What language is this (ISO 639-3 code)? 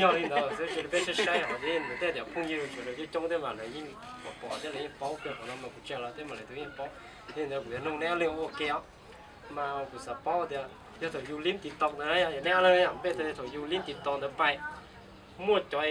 hmn